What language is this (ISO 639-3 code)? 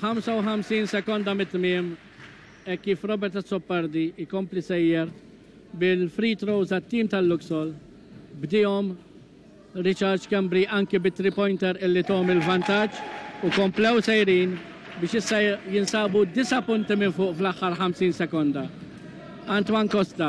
mlt